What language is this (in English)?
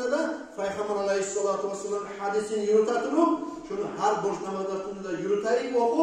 Kumyk